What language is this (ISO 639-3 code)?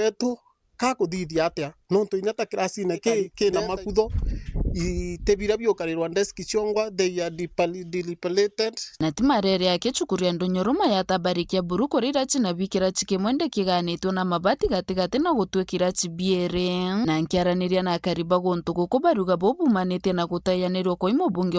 mer